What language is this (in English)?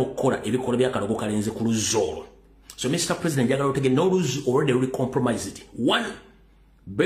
Ganda